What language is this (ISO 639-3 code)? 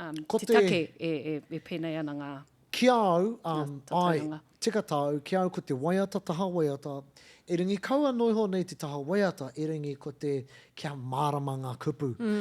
mri